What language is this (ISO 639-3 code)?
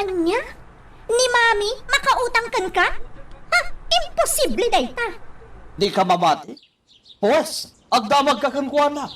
ilo